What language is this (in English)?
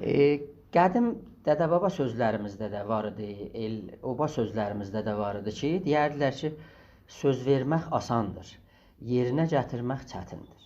South Azerbaijani